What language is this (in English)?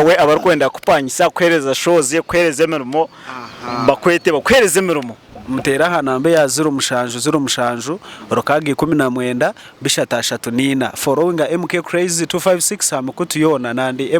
Nyankole